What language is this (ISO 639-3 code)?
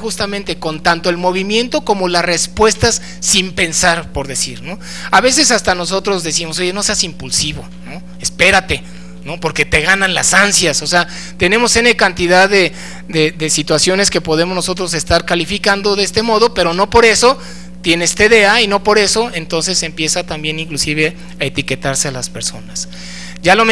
spa